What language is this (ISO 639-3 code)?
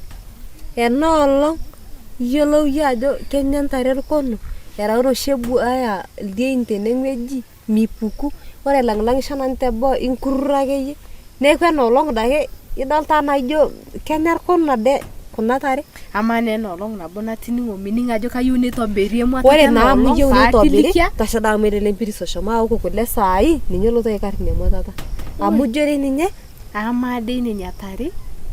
mas